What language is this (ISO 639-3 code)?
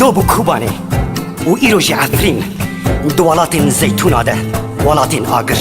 kur